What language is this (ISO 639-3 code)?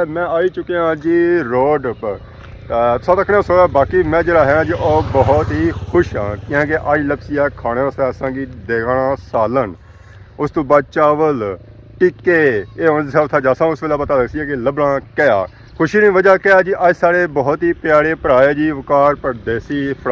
phr